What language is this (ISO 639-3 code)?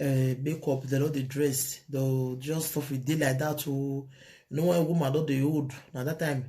pcm